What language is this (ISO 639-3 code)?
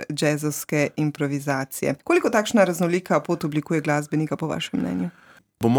slv